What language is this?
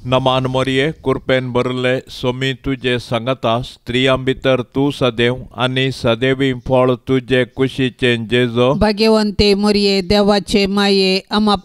Konkani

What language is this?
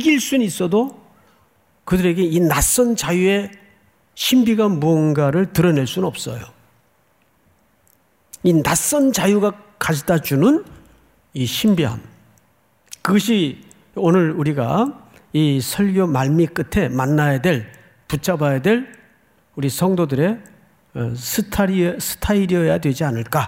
Korean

